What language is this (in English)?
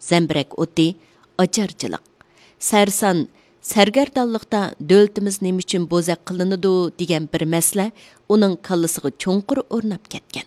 Uyghur